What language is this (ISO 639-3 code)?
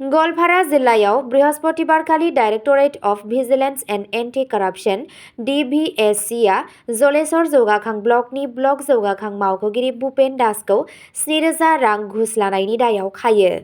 brx